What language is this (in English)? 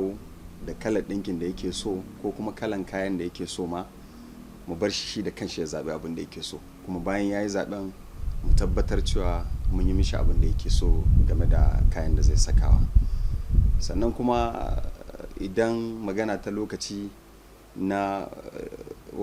Hausa